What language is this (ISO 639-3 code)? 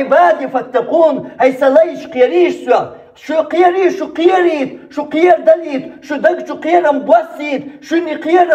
che